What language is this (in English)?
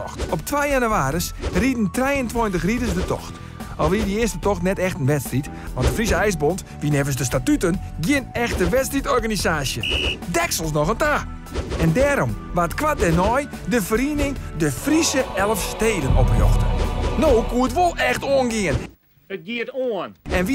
Western Frisian